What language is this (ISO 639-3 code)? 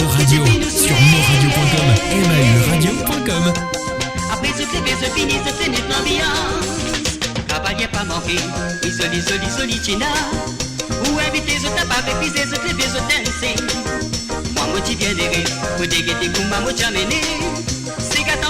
mfe